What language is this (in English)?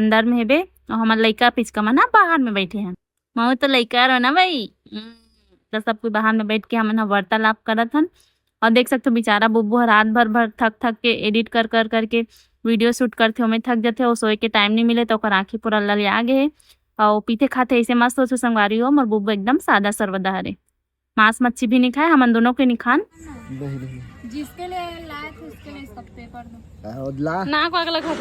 Chhattisgarhi